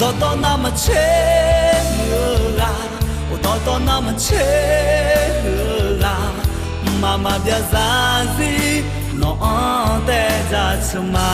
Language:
Akha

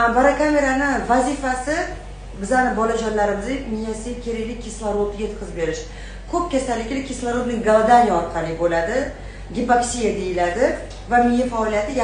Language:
Uzbek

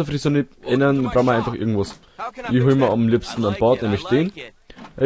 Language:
Bavarian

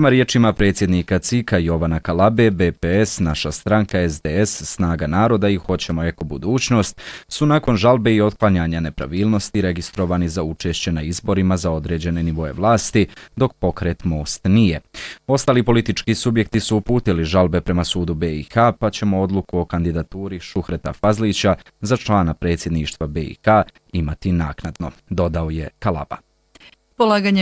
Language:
Bosnian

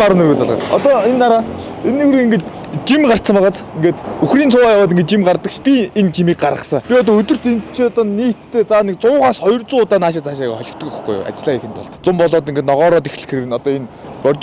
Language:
Mongolian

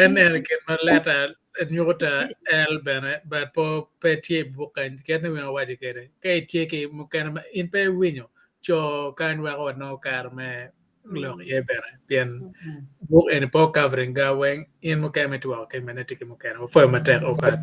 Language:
Acoli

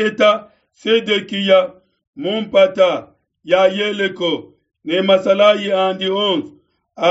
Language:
Luba-Lulua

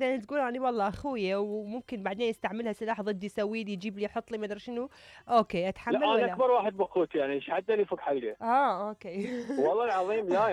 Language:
Mesopotamian Arabic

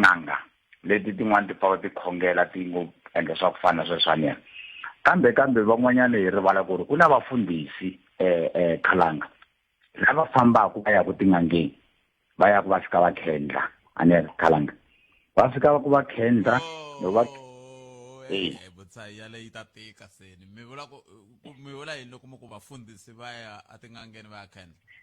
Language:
Tsonga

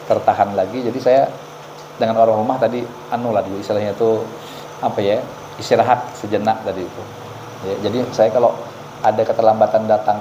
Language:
Banjar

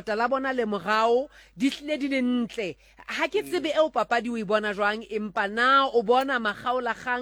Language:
Southern Sotho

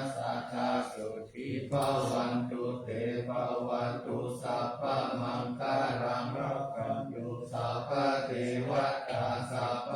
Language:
Pali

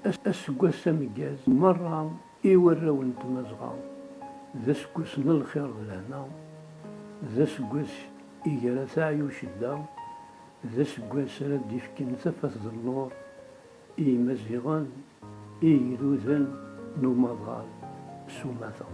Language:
Kabyle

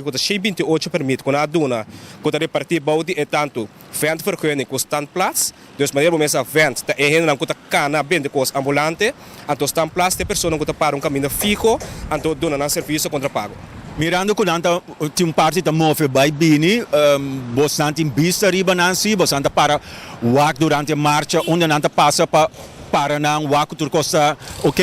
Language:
Papiamento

